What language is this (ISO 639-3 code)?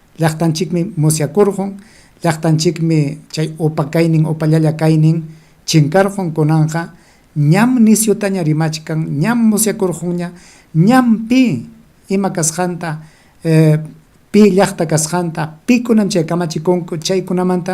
quy